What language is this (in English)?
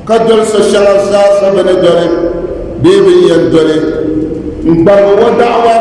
Dagbani